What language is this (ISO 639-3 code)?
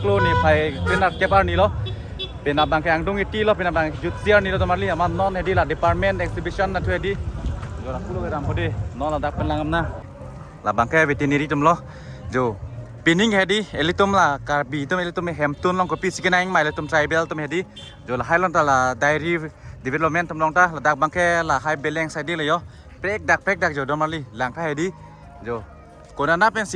mjw